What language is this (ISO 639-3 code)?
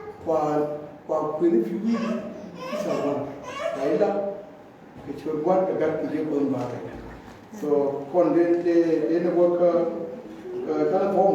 nus